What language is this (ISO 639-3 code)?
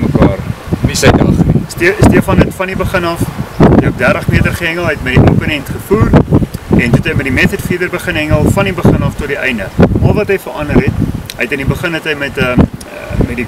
afr